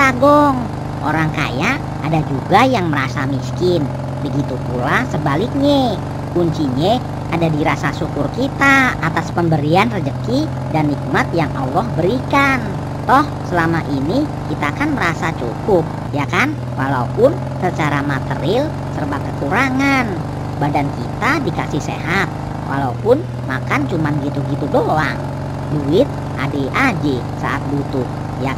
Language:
Betawi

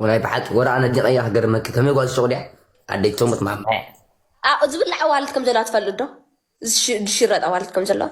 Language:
Tigrinya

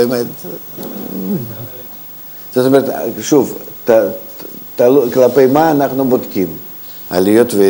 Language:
Hebrew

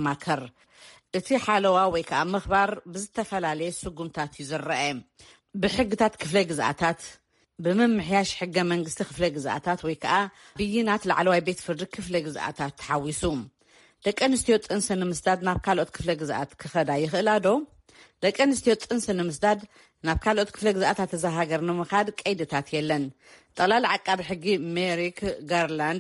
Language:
Tigrinya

